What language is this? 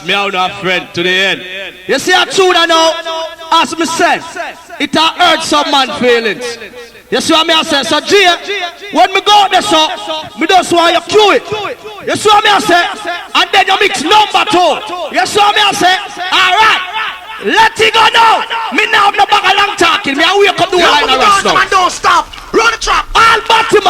Jamaican Creole English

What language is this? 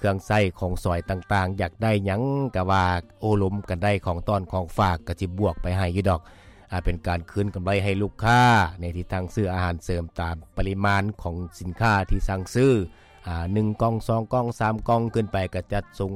Lao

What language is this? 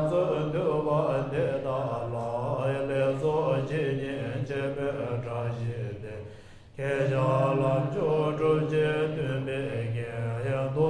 Tibetan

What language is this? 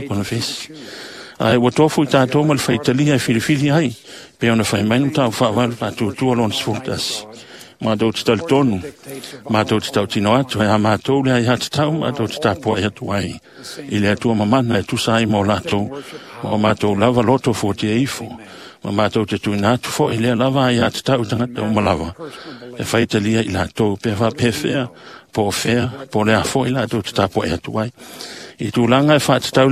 Samoan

